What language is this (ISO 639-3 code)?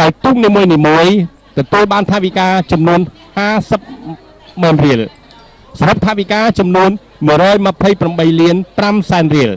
khm